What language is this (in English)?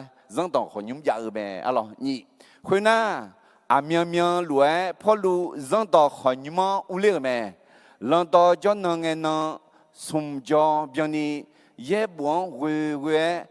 Akha